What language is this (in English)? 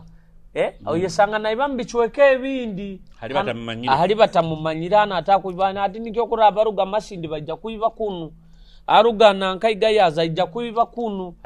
Nyoro